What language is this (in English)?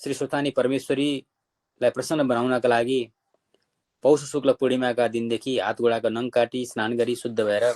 Nepali